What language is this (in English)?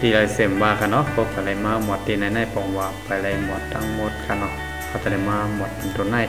Shan